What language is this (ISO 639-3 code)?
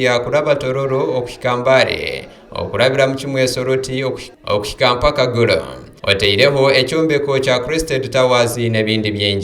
nyn